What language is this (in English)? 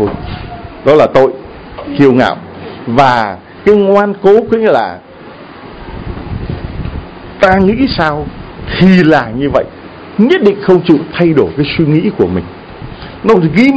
Vietnamese